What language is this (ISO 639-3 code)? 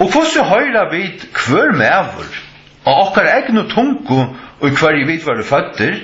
fao